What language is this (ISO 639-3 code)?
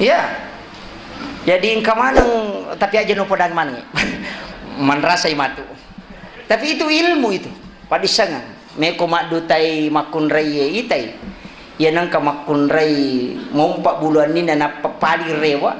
bug